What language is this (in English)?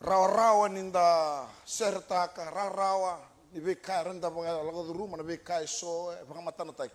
Fijian